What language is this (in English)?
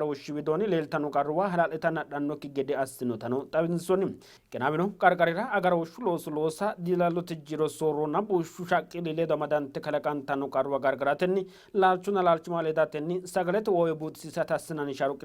Sidamo